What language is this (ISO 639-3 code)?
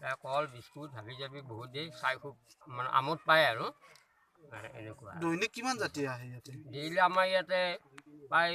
asm